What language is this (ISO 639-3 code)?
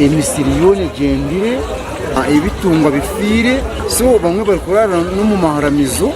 nyn